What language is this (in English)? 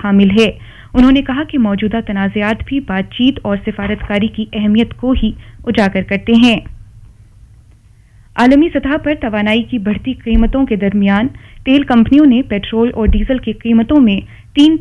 Urdu